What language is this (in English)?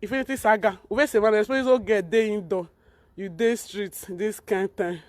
Nigerian Pidgin